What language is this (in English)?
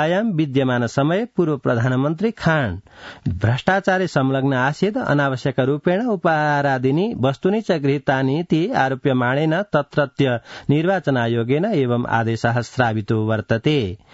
Sanskrit